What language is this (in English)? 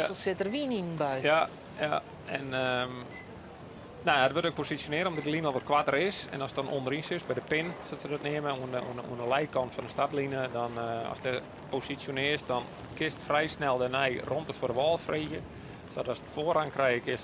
Western Frisian